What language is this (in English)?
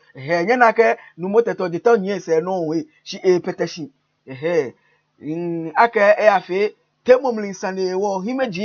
Ga